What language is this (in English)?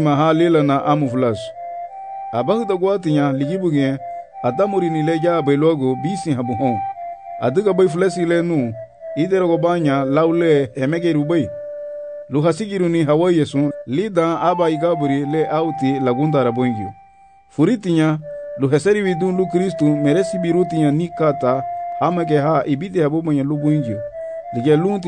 Garifuna